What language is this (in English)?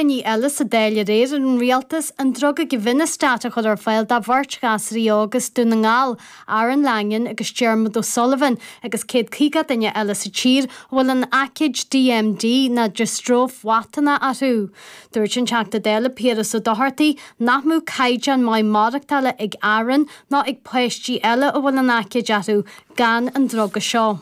Irish